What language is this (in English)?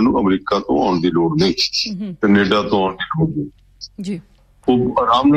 Punjabi